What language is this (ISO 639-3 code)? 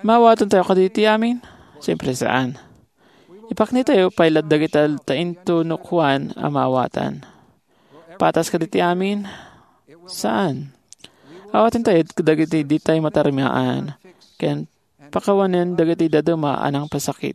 ilo